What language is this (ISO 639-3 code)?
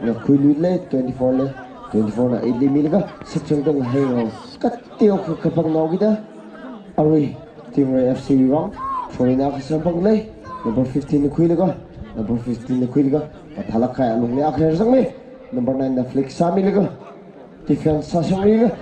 nmf